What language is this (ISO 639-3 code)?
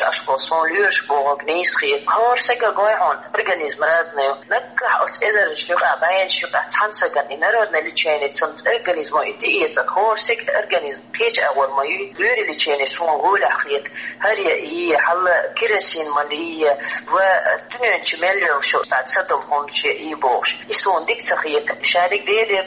che